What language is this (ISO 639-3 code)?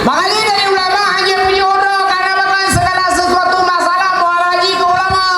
ace